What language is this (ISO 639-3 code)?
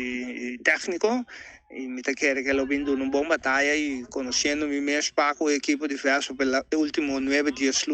pap